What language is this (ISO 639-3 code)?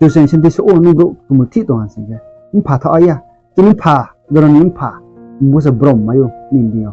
ria